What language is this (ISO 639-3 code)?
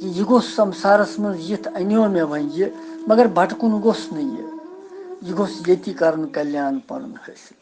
kas